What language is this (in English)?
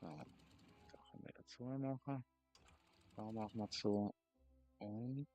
Swiss German